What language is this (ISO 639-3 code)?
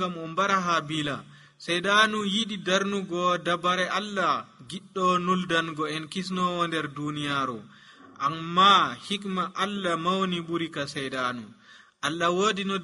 fuv